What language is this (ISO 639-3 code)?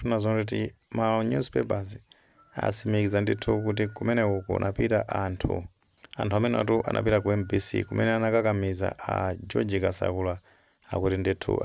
nya